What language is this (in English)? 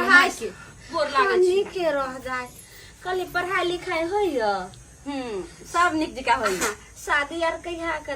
Maithili